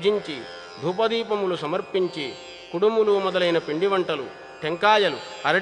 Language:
Telugu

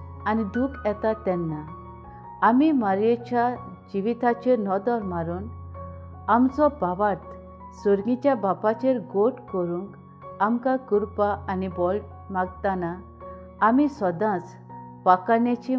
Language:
Konkani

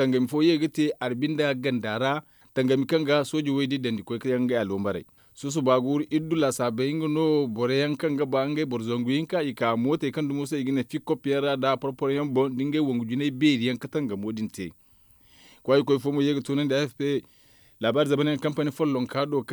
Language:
Zarma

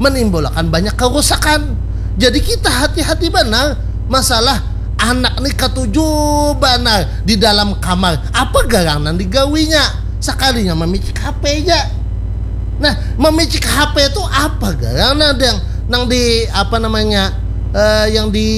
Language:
Banjar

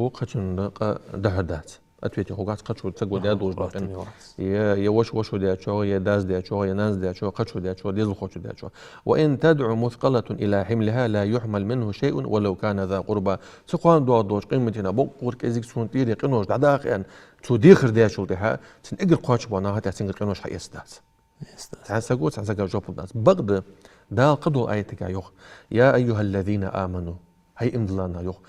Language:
Ingush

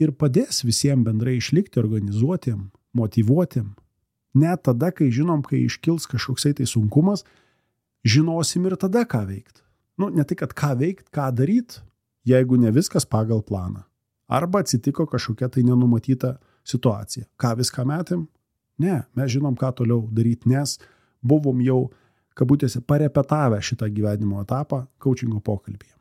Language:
Lithuanian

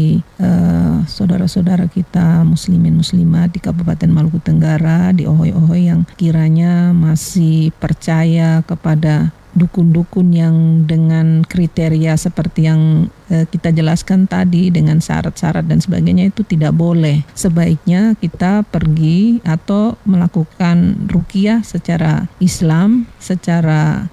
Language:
Indonesian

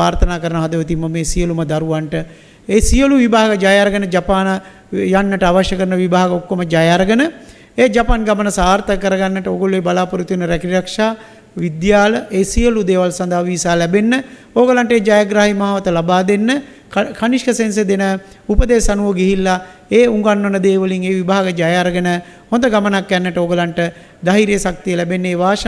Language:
Sinhala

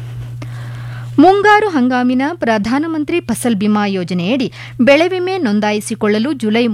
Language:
Kannada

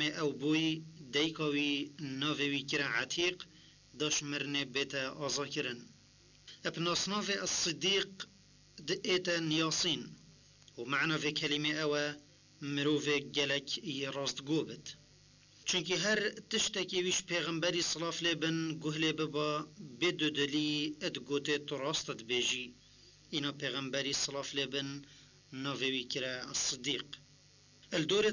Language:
Kurdish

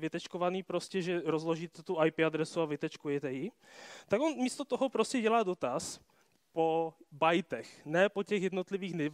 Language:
Czech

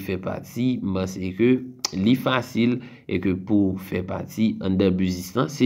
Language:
Haitian Creole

